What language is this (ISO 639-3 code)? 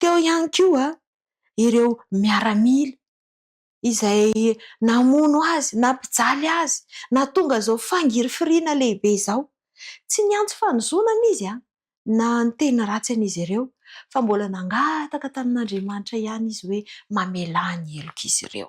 mlg